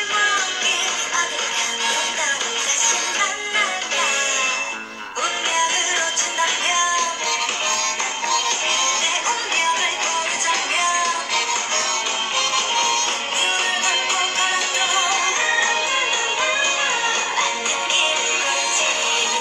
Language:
Korean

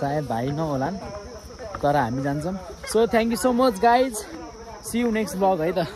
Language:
Nepali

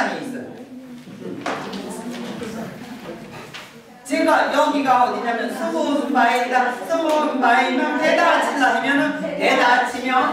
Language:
Korean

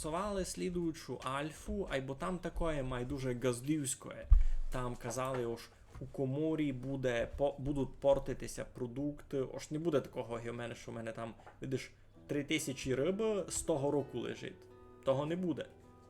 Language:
Rusyn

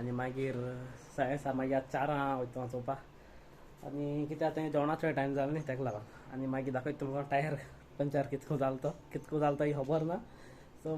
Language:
Konkani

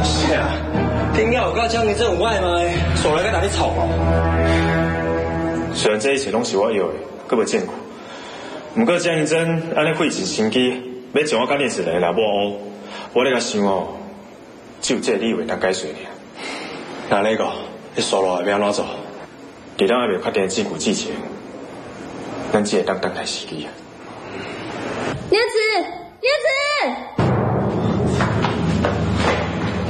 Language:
Min Nan Chinese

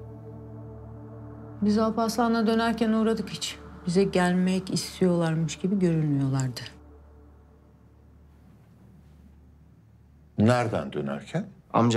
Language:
Turkish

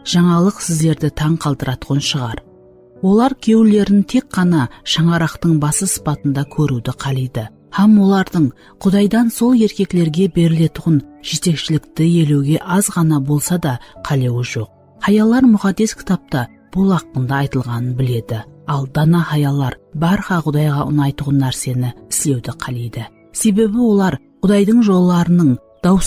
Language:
Kara-Kalpak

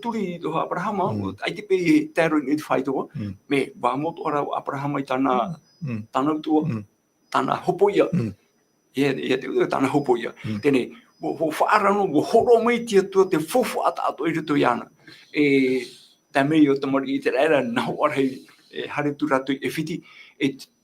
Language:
Tahitian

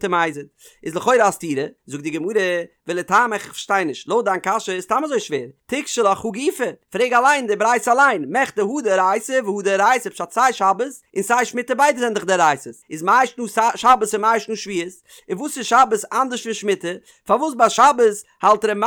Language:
Yiddish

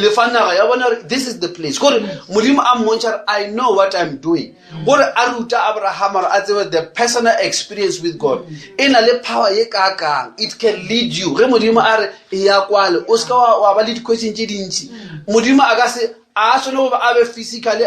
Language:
Northern Sotho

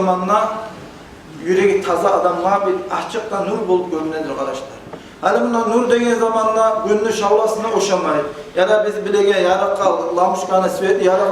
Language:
Kumyk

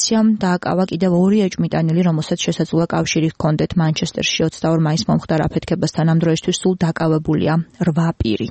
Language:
Georgian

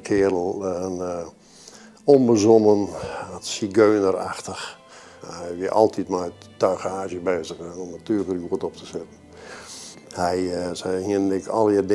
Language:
Western Frisian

